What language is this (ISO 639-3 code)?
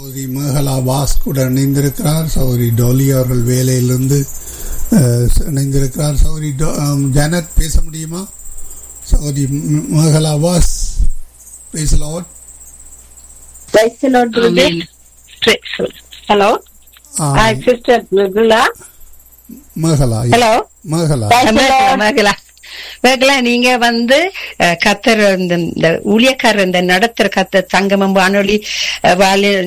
tam